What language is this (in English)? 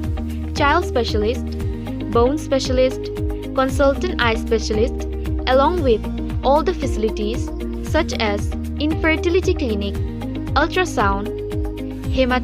Karbi